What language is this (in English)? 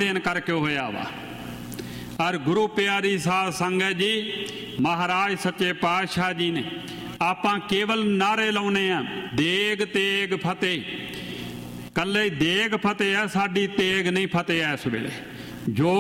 Punjabi